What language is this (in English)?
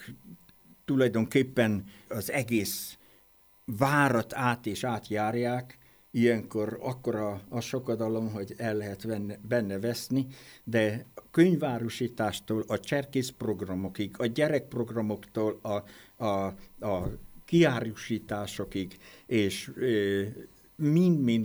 Hungarian